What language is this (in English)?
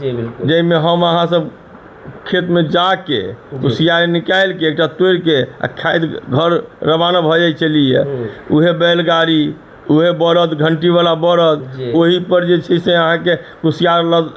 Maithili